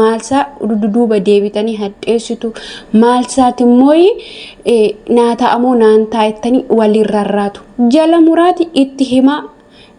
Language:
Oromo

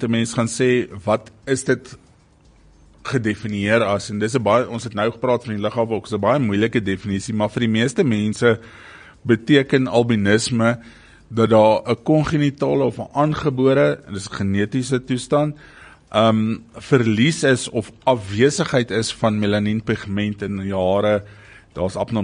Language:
Afrikaans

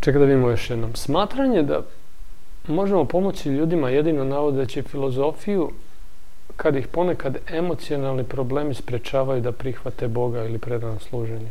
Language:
Serbian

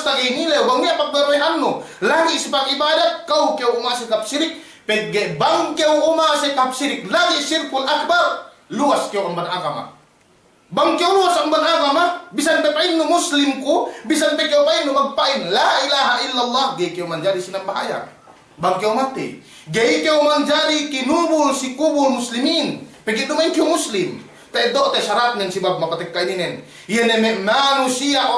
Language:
Yakan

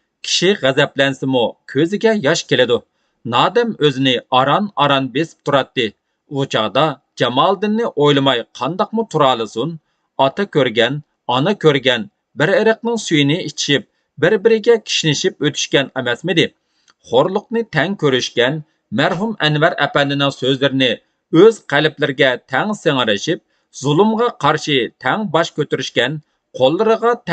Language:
Uyghur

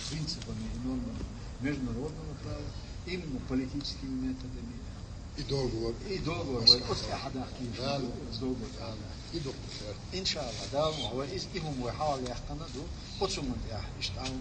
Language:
Chechen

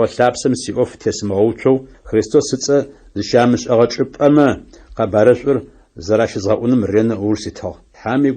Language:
Adyghe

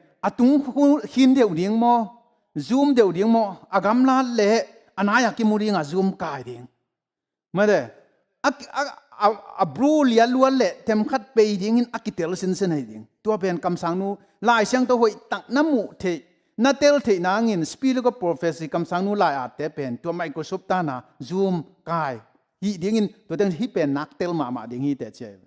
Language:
Tedim Chin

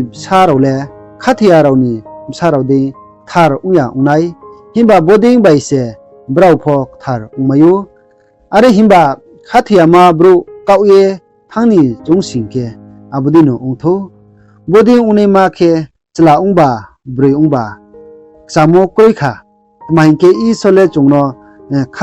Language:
Riang (India)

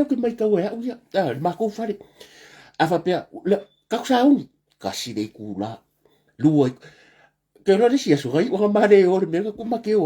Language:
Samoan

